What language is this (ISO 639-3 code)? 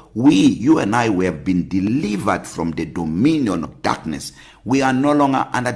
eng